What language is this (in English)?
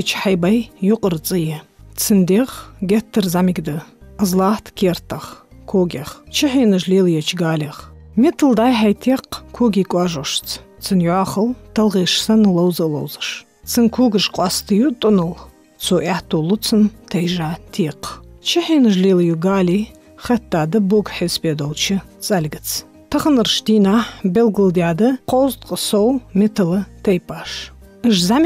Ingush